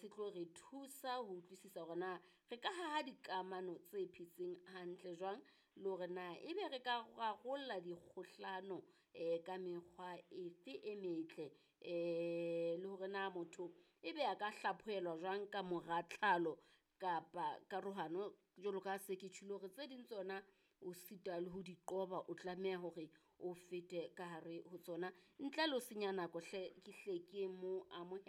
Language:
Southern Sotho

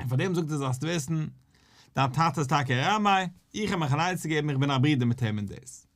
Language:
Yiddish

